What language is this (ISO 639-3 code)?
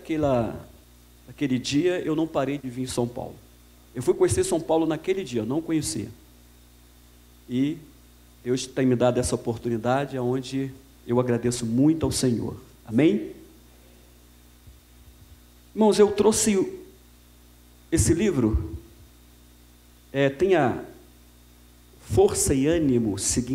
por